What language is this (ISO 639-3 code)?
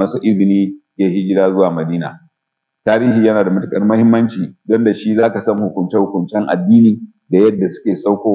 hau